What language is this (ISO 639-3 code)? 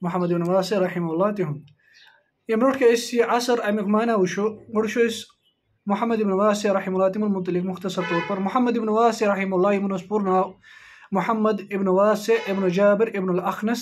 kas